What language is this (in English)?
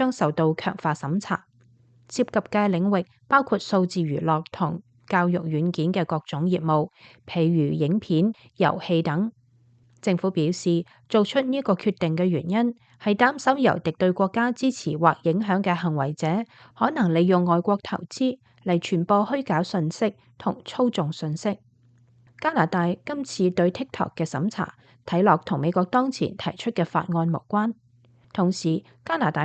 Cantonese